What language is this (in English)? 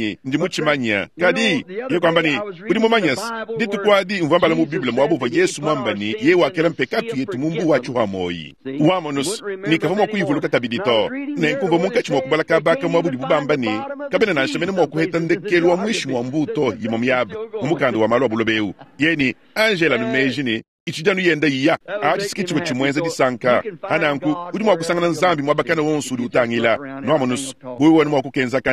Luba-Lulua